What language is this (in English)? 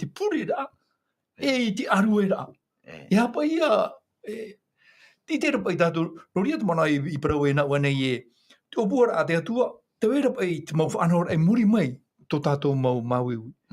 Tahitian